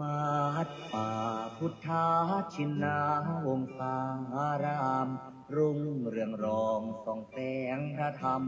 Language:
Pali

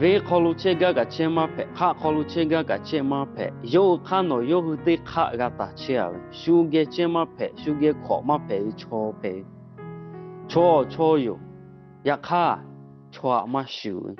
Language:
Lahu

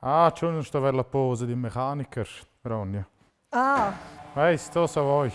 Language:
Romansh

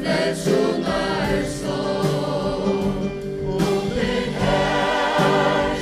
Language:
Faroese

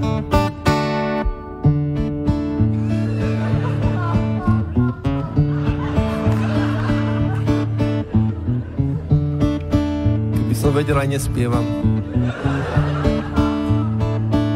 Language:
Slovak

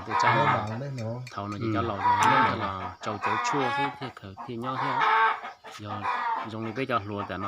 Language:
Hmong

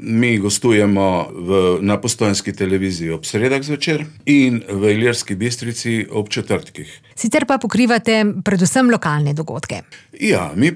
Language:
Slovenian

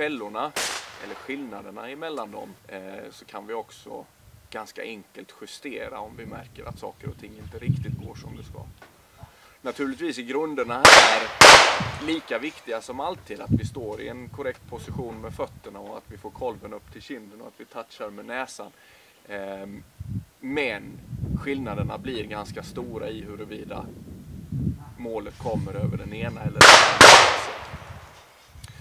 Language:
Swedish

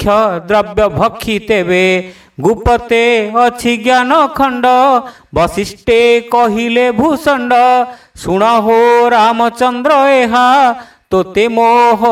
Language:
Odia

